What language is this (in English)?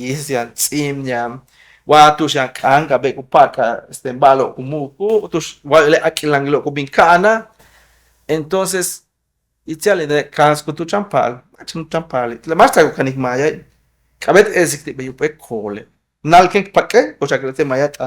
Yucateco